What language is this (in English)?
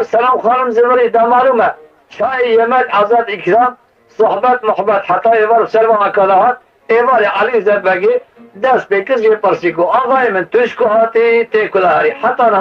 Kurdish